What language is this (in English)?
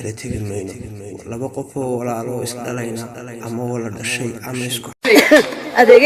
Somali